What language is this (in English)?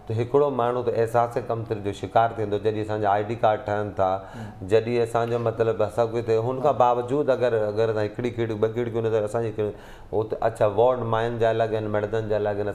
Sindhi